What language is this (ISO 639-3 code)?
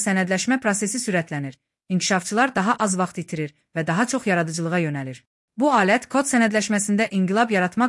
aze